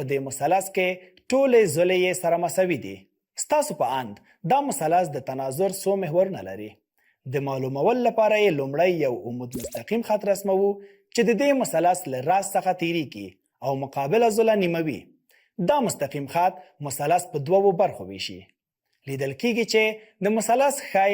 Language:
Pashto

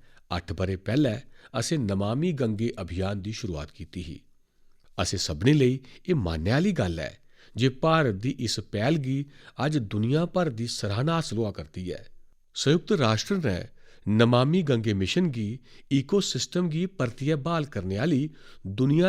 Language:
Dogri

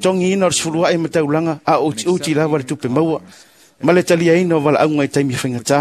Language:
Samoan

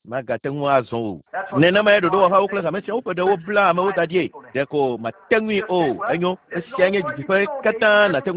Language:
Ewe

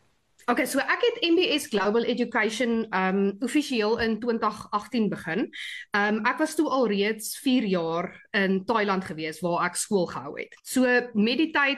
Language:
Afrikaans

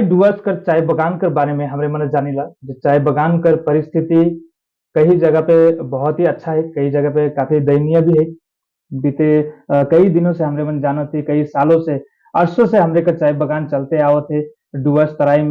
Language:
Sadri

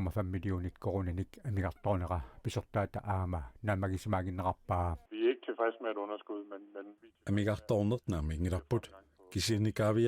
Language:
Kalaallisut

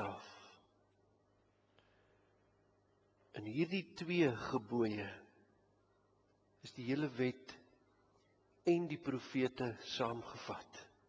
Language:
Afrikaans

